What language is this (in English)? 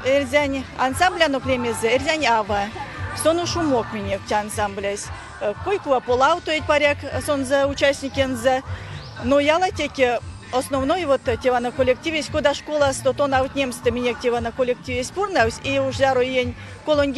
Erzya